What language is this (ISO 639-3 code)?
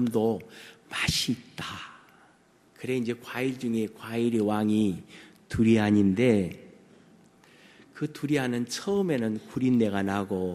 kor